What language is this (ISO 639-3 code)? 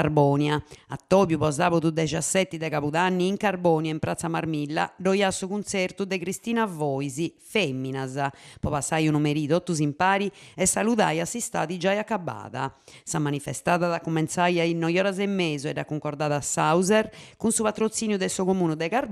srd